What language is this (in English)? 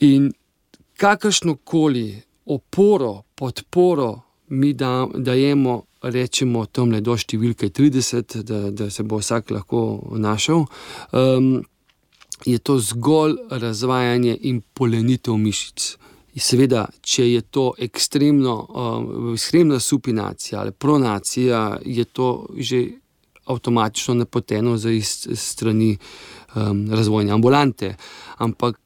Slovenian